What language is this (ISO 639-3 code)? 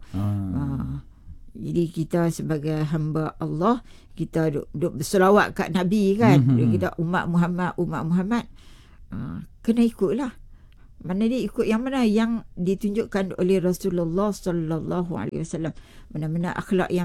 msa